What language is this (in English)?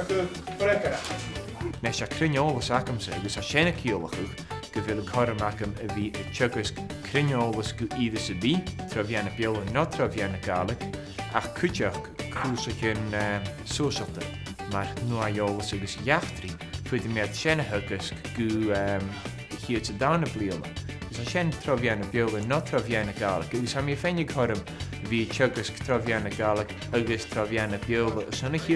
Scottish Gaelic